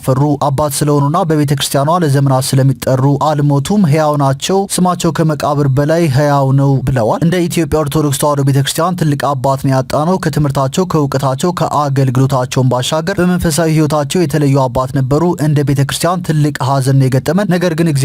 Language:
Amharic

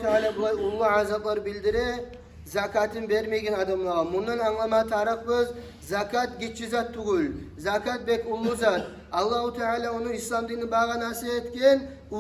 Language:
Kumyk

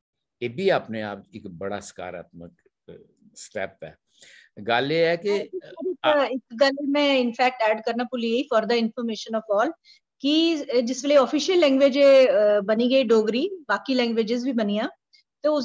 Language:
Dogri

